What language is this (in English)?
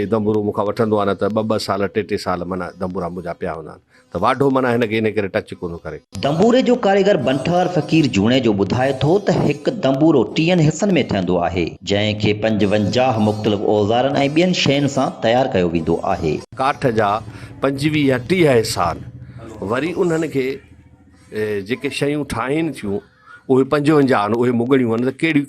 Sindhi